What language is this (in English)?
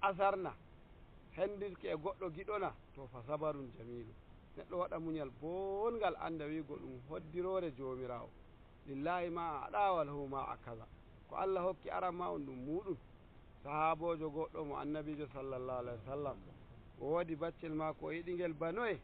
Nigerian Fulfulde